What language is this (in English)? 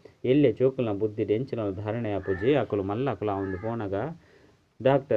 Tulu